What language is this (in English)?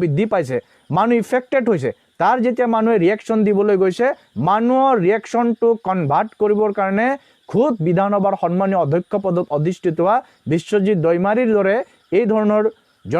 Assamese